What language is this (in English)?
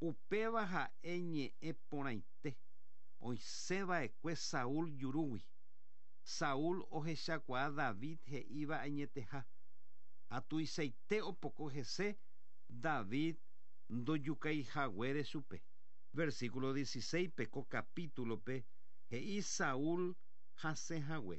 Guarani